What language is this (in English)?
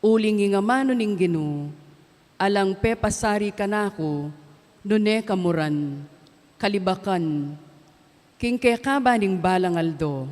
Pampanga